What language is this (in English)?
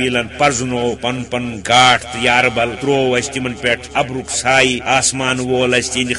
Kashmiri